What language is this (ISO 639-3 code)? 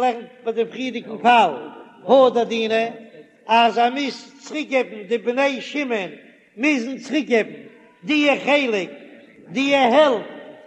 yid